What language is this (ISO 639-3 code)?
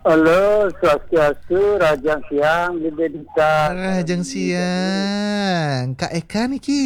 ban